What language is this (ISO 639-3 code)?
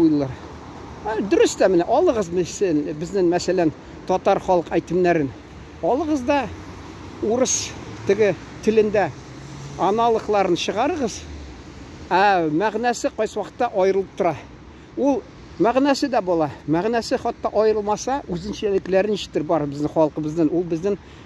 tat